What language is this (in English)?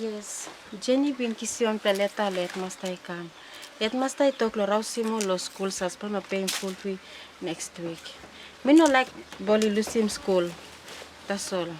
Tok Pisin